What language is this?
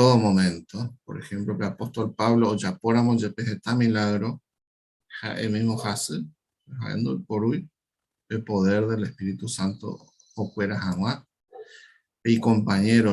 Guarani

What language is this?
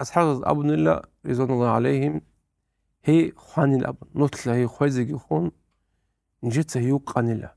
Avaric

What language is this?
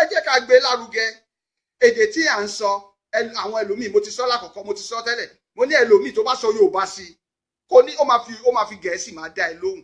Yoruba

